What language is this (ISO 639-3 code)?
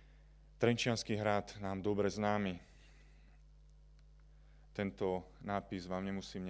slk